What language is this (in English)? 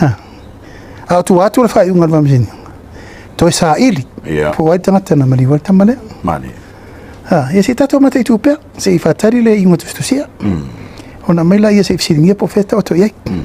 Samoan